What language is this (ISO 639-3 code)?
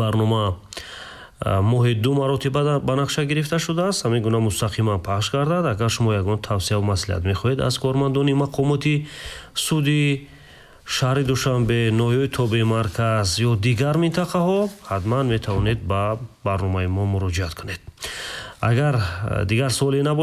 tgk